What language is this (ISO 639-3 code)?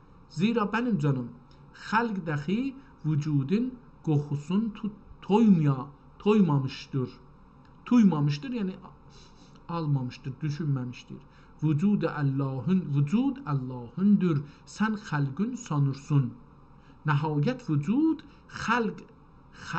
azb